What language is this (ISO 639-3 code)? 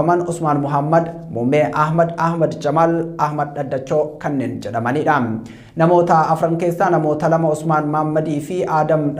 orm